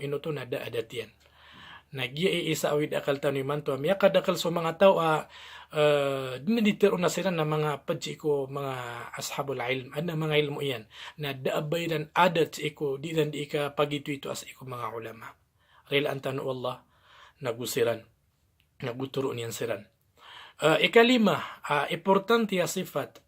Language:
Maranao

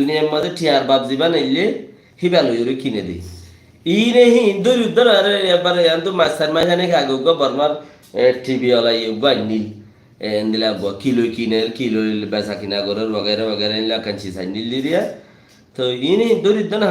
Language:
Rohingya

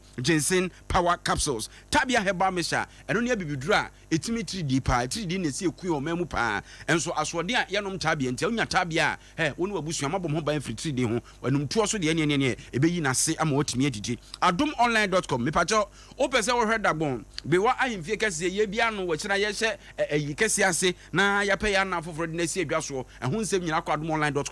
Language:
Akan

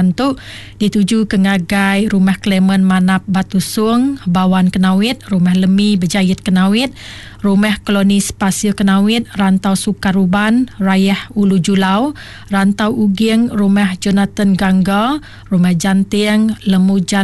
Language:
Iban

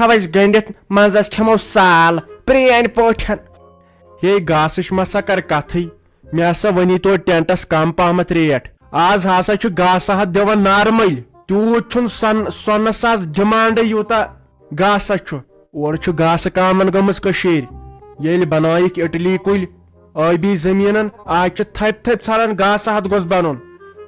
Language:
Kashmiri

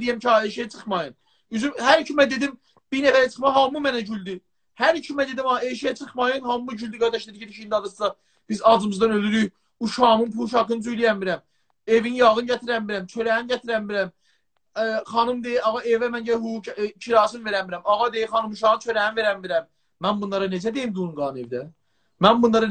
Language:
South Azerbaijani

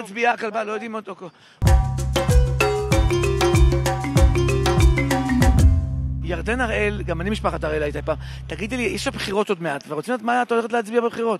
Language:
Hebrew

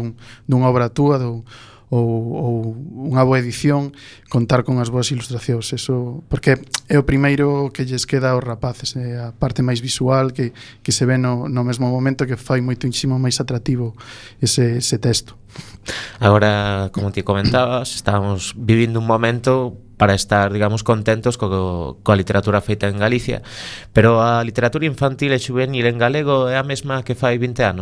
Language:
Galician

